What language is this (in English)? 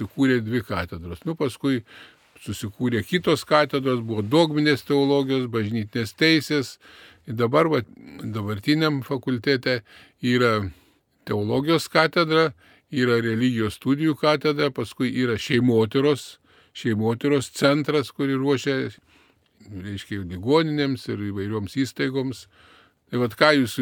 Lithuanian